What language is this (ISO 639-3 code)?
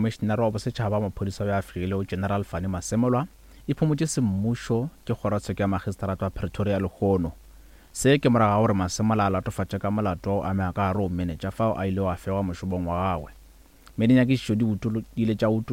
nso